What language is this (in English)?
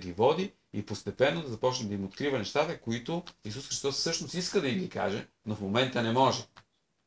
Bulgarian